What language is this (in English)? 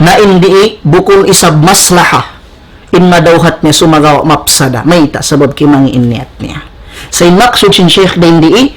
Tausug